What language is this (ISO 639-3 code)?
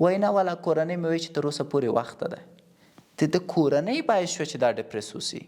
pus